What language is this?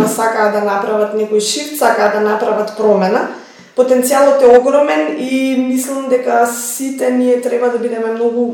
Macedonian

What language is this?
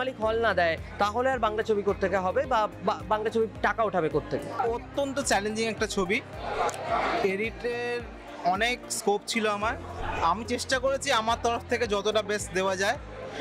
Bangla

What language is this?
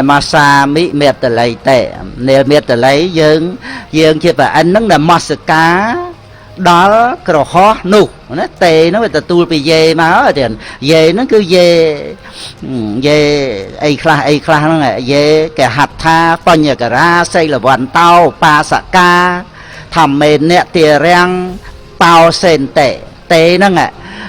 Khmer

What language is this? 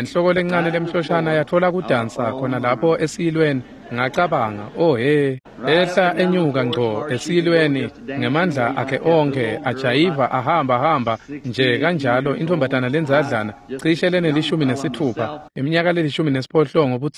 Swati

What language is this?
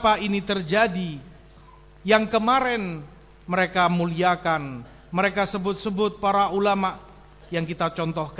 Indonesian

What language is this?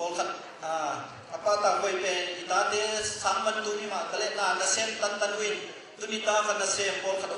Tedim Chin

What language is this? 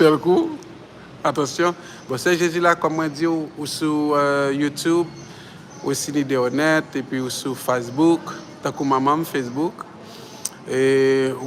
Haitian Creole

